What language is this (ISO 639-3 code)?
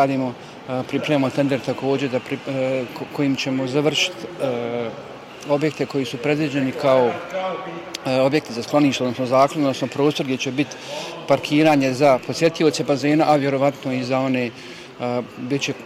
bos